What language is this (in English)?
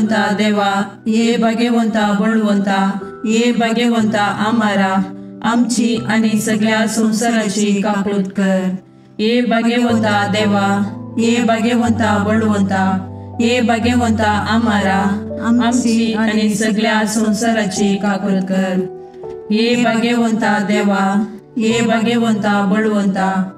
Konkani